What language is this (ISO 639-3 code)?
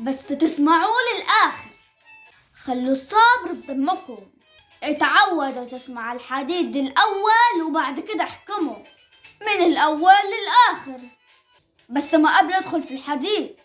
arz